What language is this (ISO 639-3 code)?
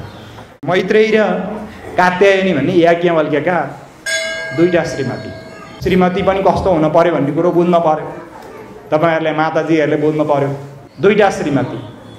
nep